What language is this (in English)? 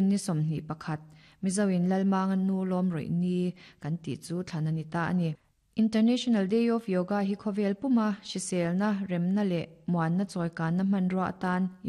Mizo